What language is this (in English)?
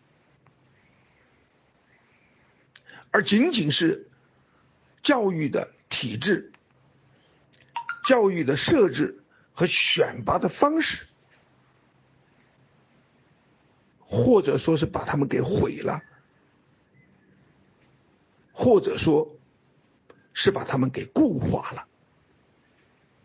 Chinese